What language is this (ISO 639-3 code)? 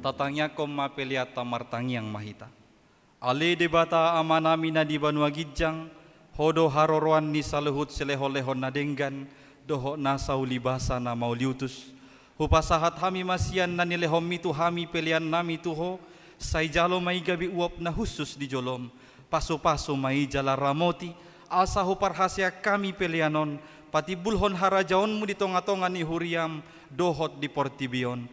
bbc